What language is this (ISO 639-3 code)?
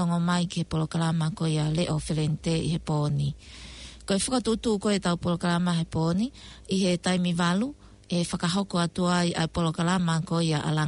ton